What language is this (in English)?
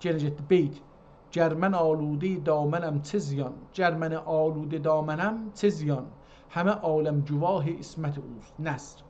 South Azerbaijani